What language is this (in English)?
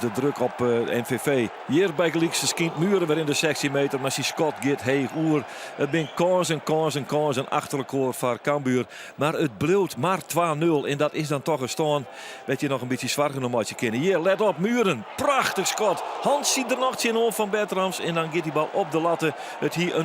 Western Frisian